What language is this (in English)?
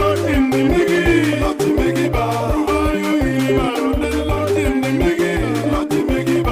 Acoli